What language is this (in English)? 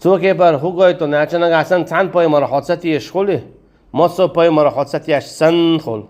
Chechen